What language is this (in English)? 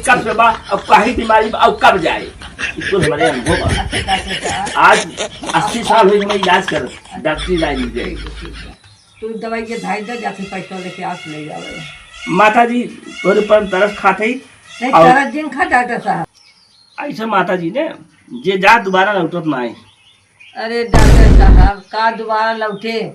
Awadhi